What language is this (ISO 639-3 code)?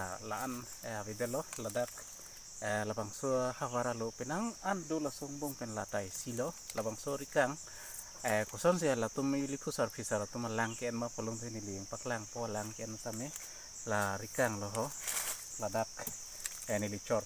mjw